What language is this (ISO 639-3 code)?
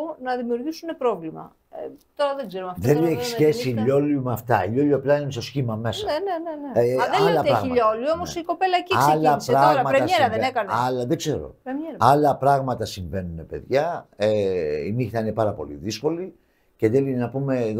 ell